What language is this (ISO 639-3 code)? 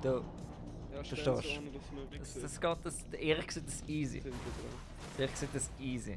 gsw